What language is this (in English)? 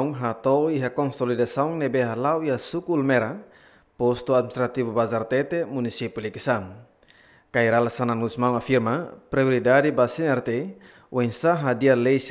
Tetum